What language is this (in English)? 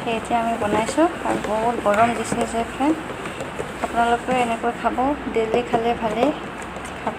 Assamese